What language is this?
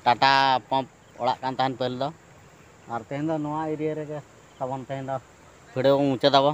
Santali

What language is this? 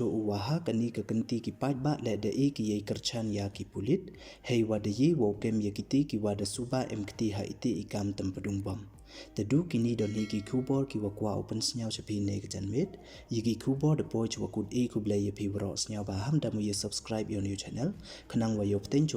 Pnar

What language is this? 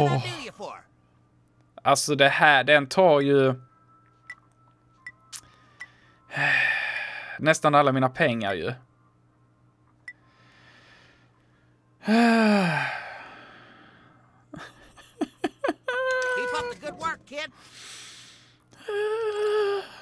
Swedish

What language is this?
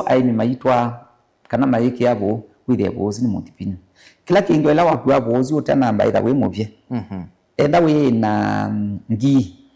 Kamba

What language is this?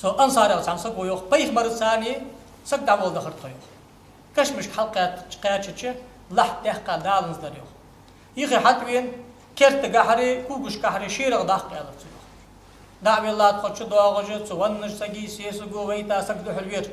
Ingush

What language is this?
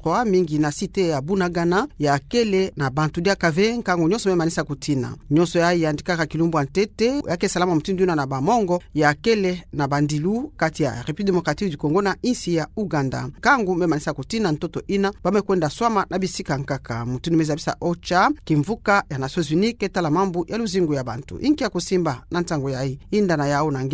Kituba (Democratic Republic of Congo)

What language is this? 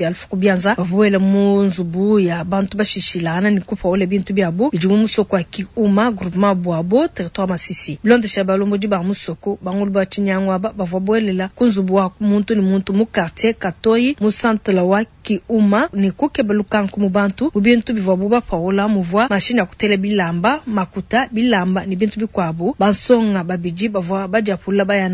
Luba-Lulua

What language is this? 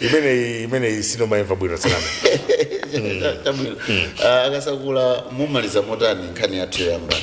Nyanja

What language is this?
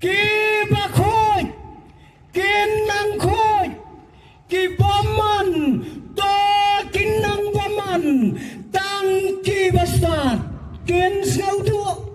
Khasi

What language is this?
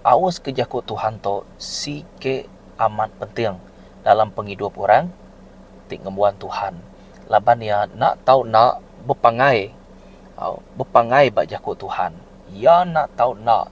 Iban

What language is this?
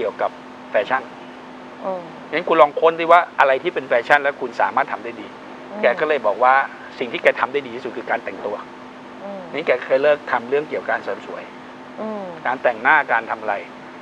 Thai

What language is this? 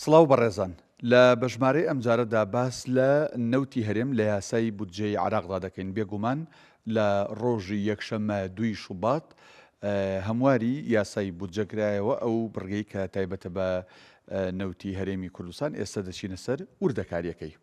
Central Kurdish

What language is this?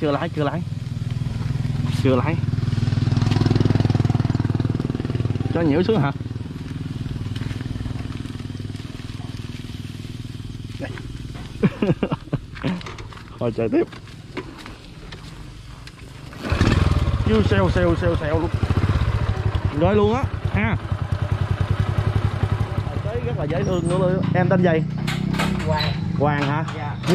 Vietnamese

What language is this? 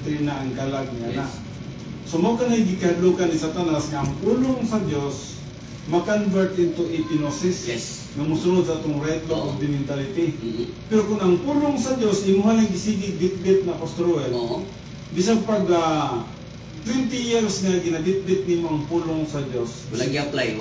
Cebuano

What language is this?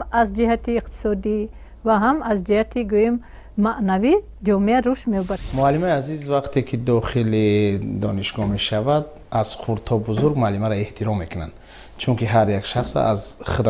Tajik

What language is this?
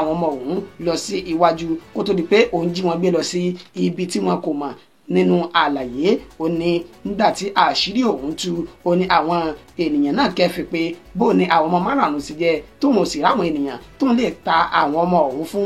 Yoruba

